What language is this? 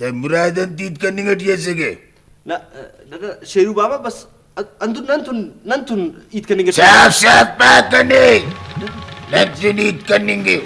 Brahui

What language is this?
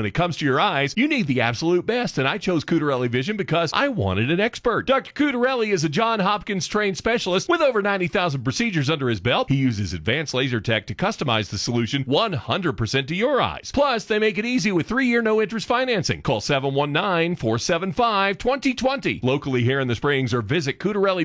English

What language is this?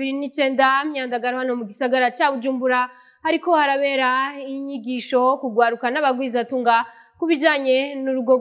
Rundi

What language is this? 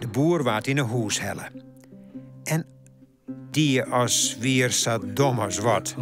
Western Frisian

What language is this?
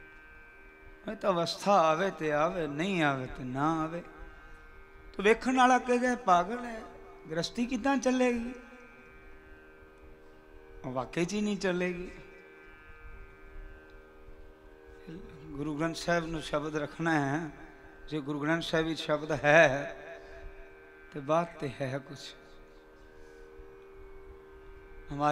Punjabi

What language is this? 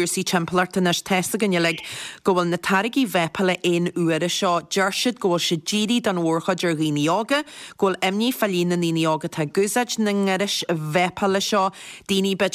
Irish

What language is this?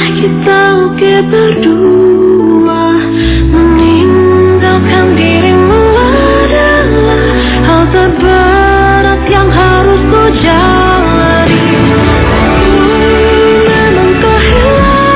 Indonesian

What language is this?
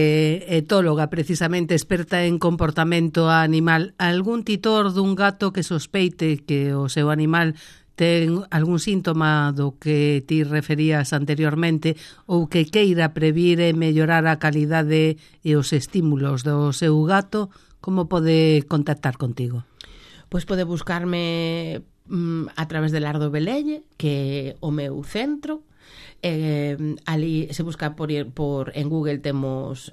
Galician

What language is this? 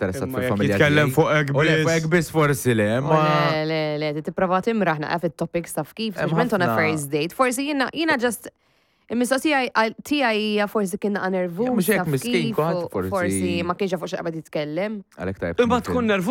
Maltese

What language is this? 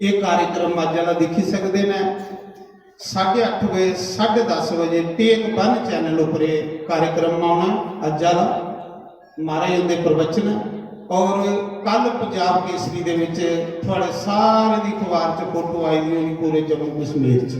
Dogri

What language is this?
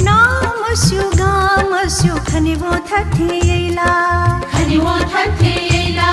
Newari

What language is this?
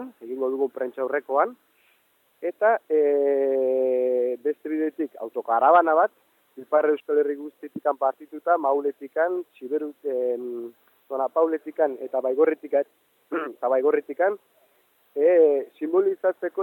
Basque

